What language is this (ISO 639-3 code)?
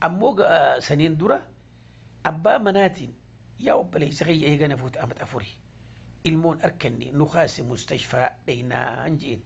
orm